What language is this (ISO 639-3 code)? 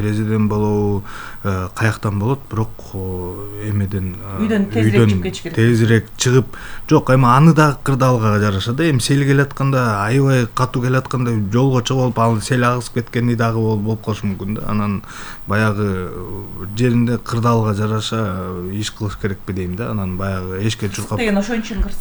kir